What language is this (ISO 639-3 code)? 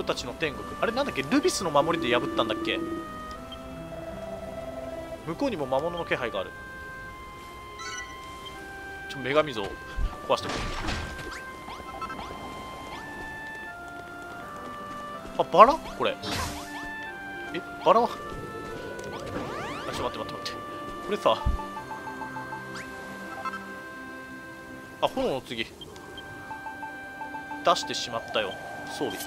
jpn